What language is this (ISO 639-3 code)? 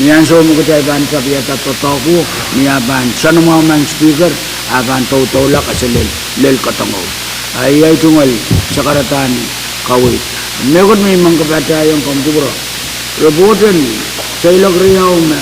pon